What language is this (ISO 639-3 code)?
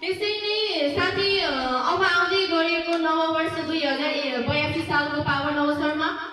nep